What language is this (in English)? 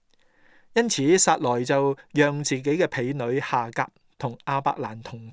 Cantonese